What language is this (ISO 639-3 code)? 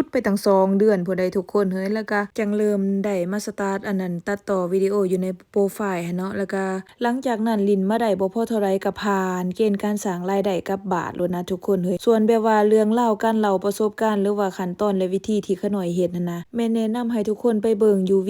lao